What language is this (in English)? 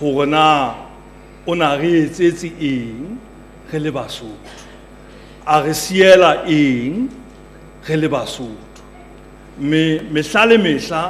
Southern Sotho